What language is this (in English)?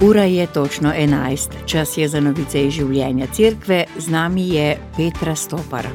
Slovenian